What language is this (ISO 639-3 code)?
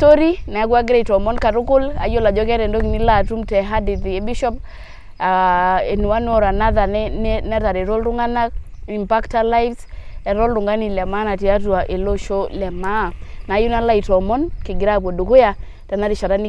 mas